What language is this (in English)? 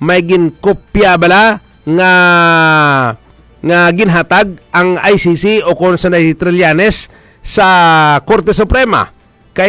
Hiligaynon